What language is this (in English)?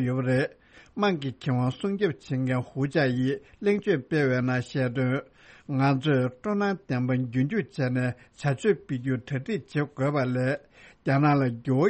Tibetan